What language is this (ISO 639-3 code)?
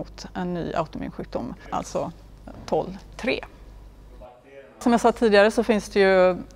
swe